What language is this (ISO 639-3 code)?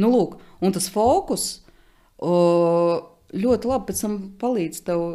lav